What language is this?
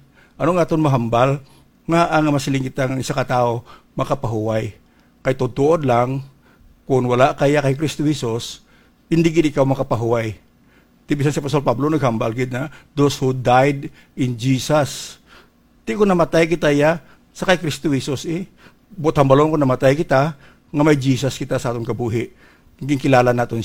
Hiligaynon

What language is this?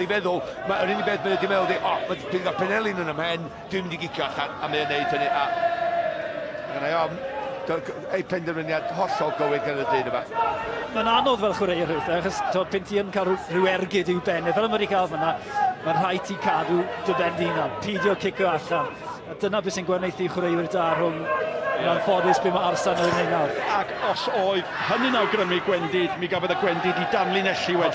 Welsh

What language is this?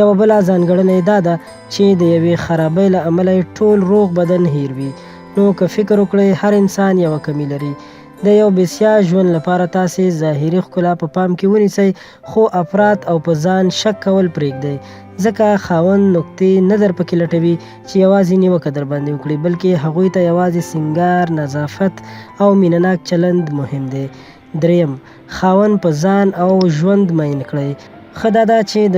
Pashto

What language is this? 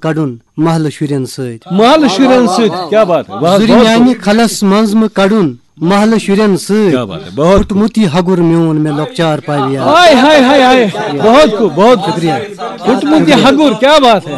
Kashmiri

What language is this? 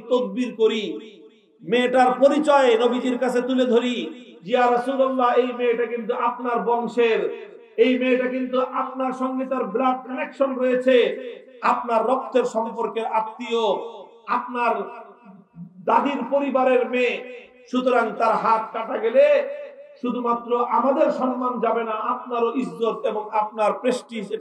Bangla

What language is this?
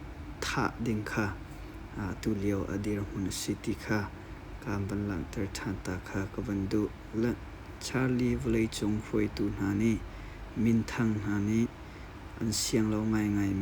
Hakha Chin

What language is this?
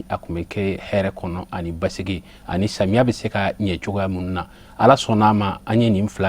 Bambara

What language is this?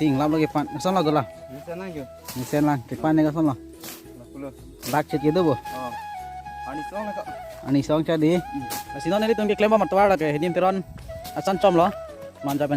Karbi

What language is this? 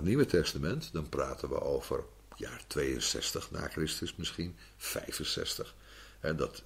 Dutch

